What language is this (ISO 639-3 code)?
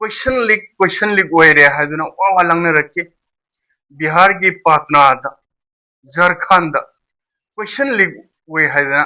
mni